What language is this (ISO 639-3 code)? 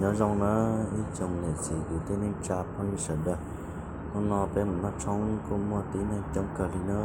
hmn